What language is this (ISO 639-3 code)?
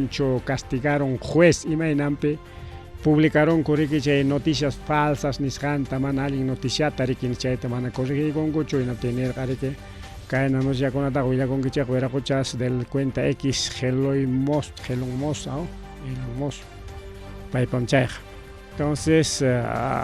quy